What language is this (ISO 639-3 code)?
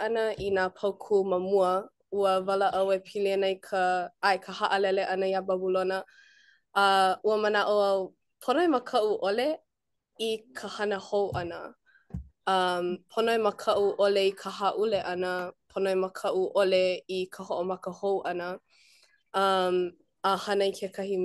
haw